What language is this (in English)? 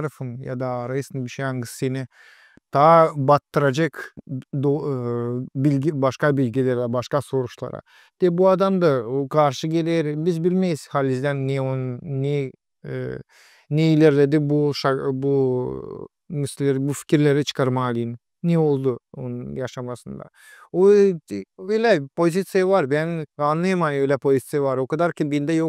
Gagauz